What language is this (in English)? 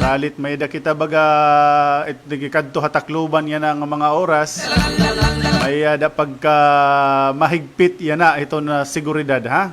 Waray